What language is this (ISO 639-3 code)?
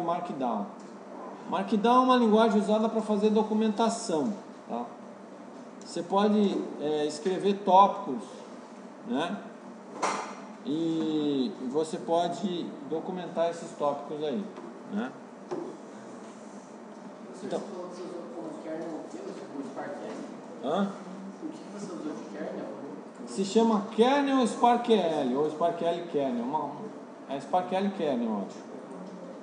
por